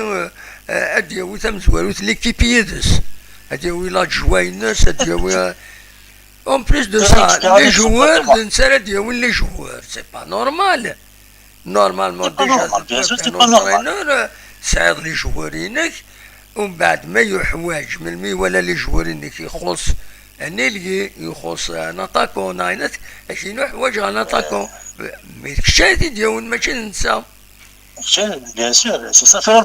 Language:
Kabyle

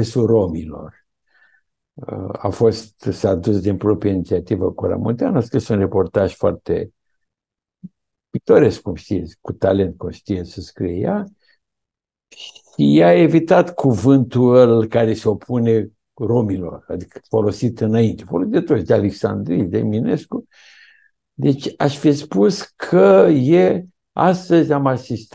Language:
Romanian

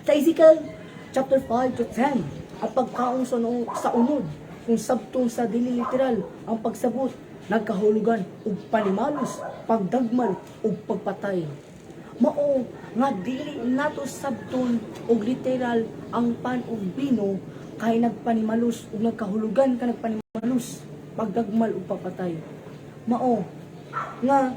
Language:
Cebuano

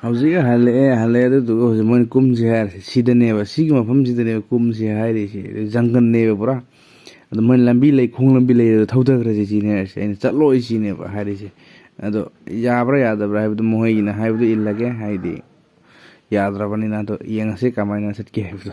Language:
Manipuri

